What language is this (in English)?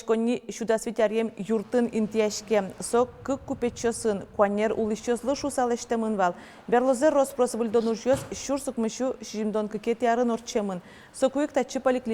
Udmurt